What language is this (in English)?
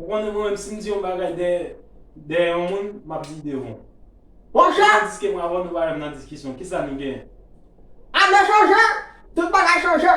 Haitian Creole